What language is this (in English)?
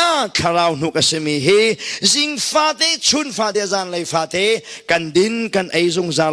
Hakha Chin